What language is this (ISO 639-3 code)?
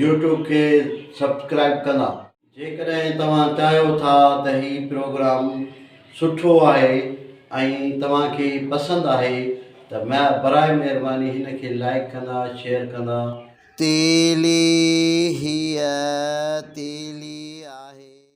snd